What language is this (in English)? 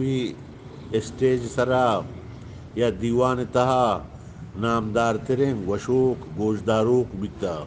Eastern Balochi